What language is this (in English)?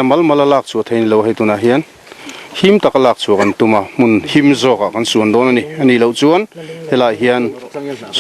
Mizo